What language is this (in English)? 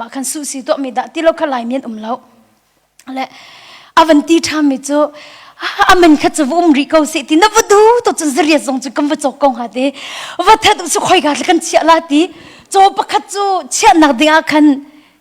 Hakha Chin